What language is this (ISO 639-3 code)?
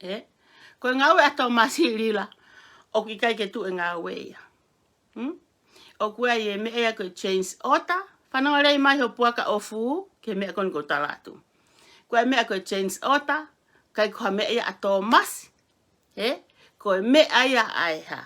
ton